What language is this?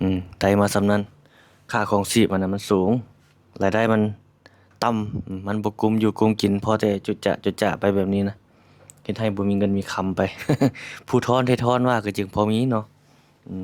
Lao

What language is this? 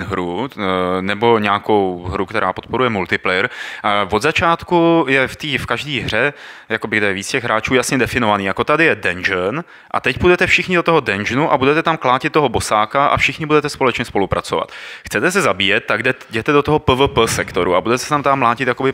Czech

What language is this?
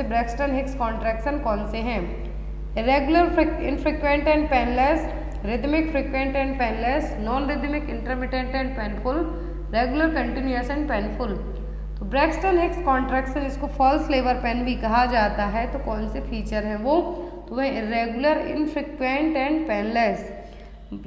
Hindi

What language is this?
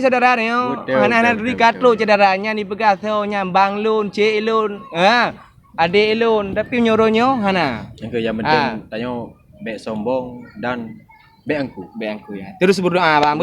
Achinese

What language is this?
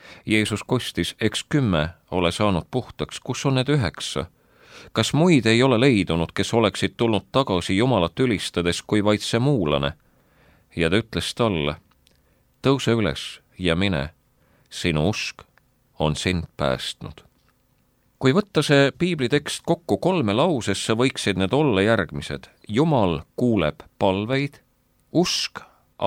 Estonian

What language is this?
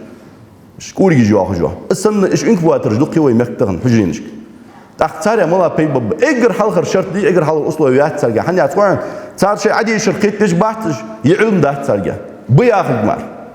Ingush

